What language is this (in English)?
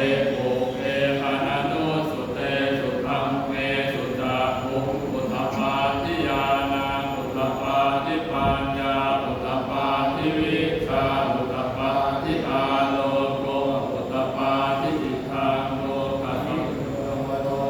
Pali